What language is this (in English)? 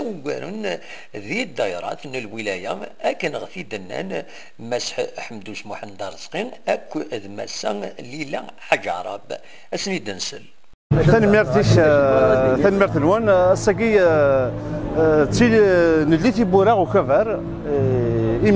Kabyle